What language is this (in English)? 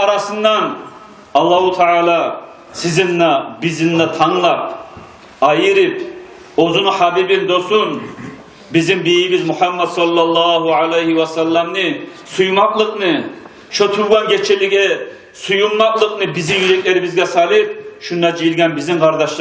Kumyk